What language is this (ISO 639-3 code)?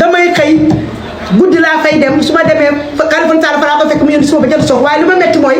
wol